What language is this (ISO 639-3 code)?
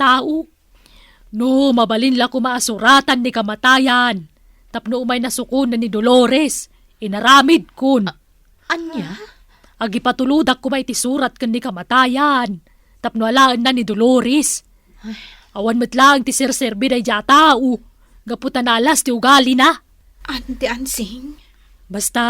ilo